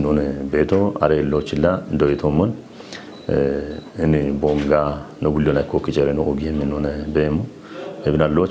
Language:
Kafa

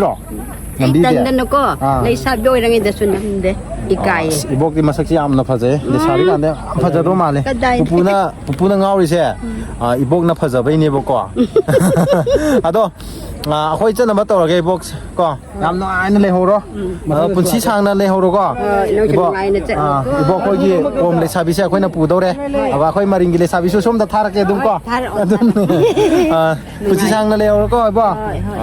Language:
Manipuri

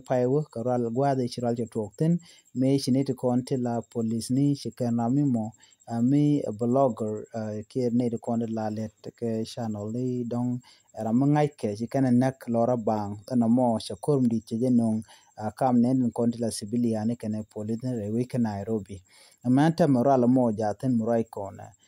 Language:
Nuer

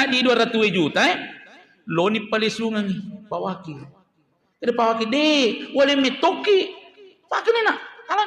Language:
Buginese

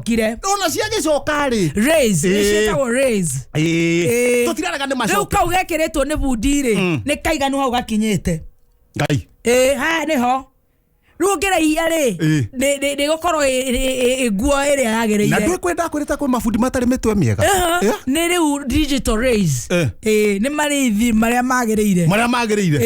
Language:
Kikuyu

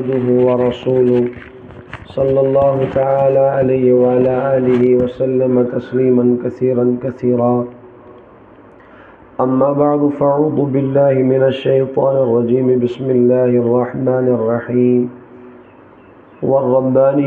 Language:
Kashmiri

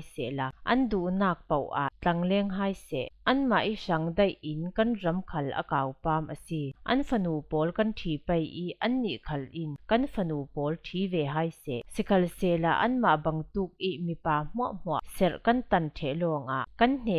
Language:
Falam Chin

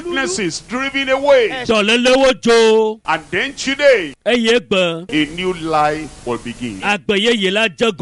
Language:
Ewe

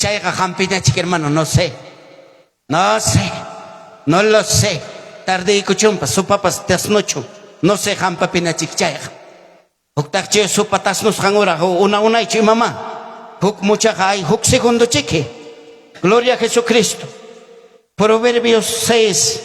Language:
Ayacucho Quechua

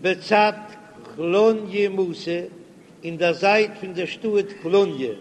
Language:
Yiddish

